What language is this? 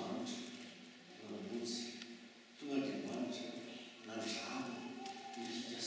Malagasy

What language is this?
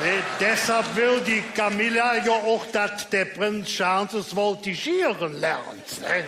Colognian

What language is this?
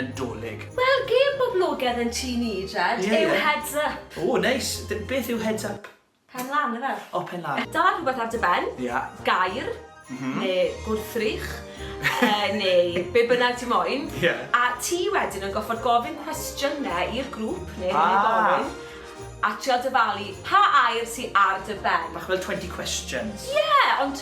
Welsh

